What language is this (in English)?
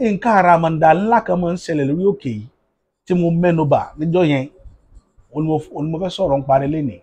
Yoruba